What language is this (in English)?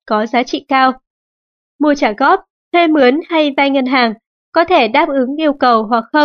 Vietnamese